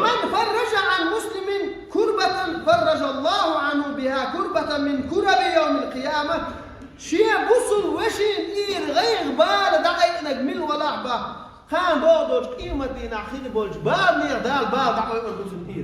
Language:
Chechen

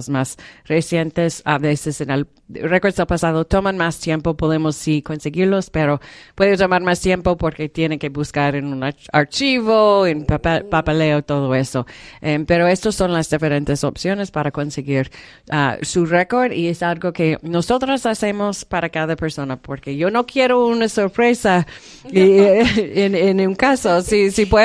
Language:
Spanish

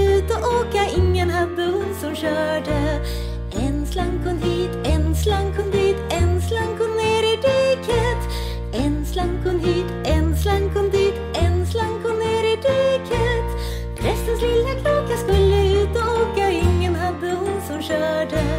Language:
Swedish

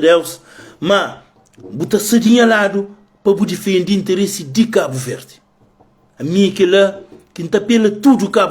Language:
Kabuverdianu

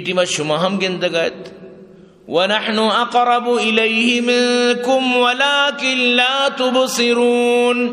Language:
Eastern Balochi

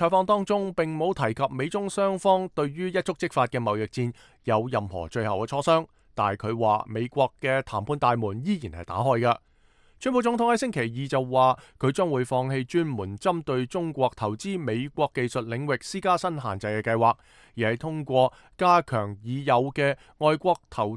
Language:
Cantonese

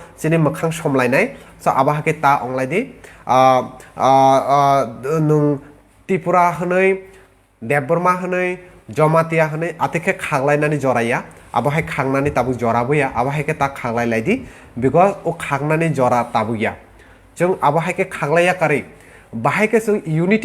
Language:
Kok Borok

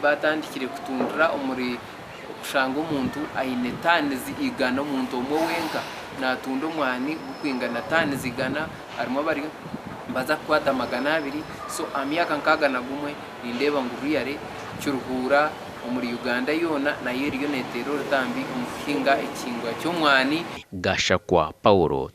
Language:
Nyankole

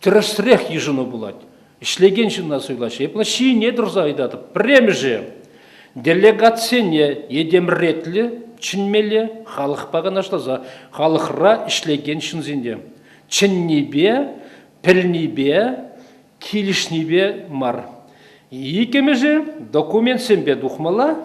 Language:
Chuvash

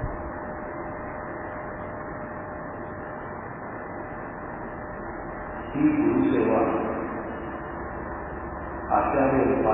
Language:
Marathi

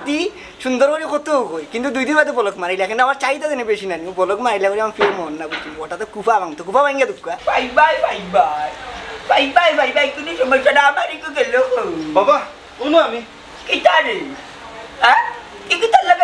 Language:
Sylheti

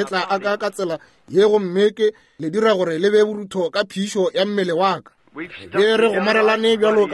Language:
Northern Sotho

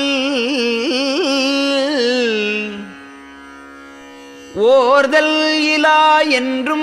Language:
Tamil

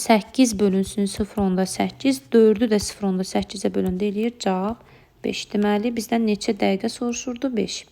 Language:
Azerbaijani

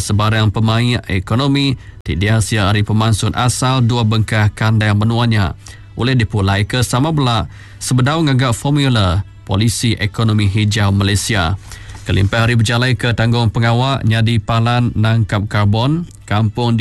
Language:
Iban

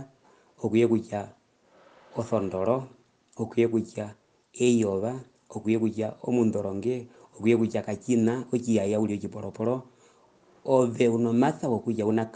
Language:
Herero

